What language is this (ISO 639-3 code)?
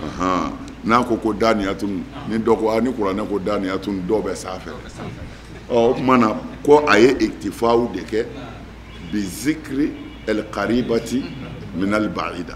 bam